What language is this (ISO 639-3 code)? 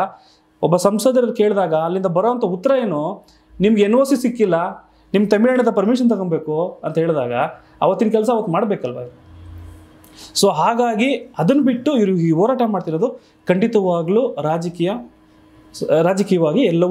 kan